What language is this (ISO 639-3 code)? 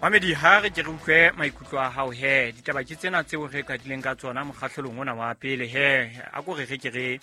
sot